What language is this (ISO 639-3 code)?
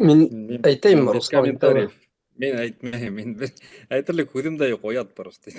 bak